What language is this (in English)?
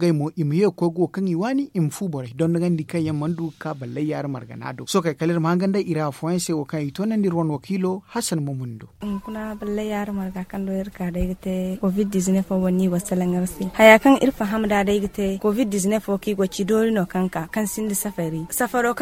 Zarma